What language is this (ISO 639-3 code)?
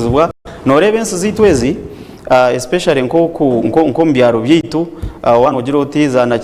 nyn